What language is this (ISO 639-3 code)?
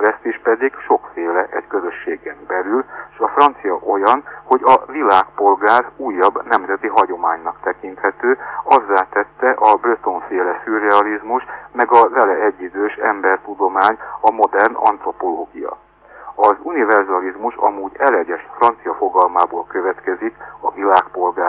hun